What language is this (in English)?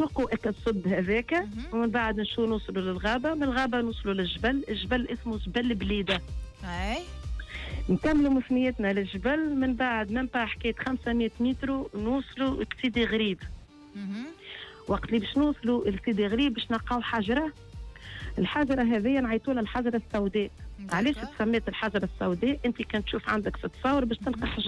Tunisian Arabic